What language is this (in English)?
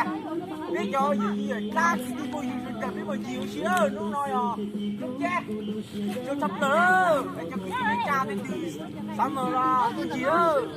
Hmong